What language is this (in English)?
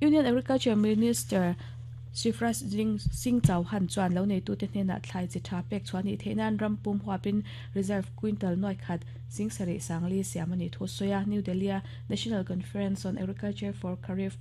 Mizo